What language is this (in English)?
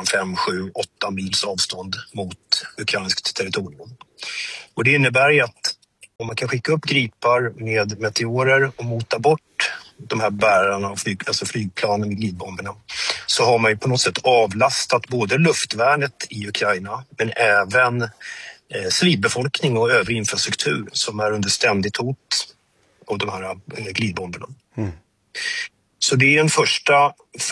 Swedish